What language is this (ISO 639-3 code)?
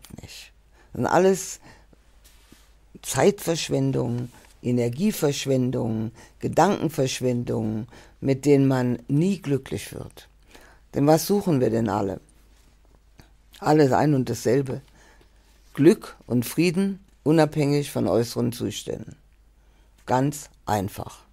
deu